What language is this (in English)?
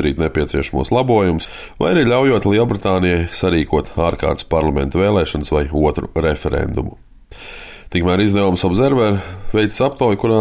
Latvian